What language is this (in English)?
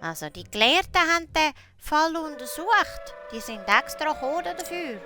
Swiss German